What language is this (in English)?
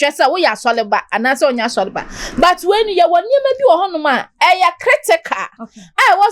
Akan